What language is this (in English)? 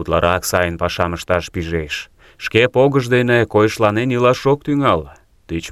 Mari